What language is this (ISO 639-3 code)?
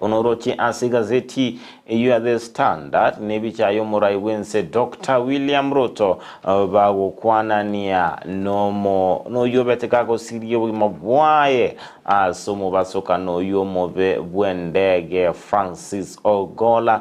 guz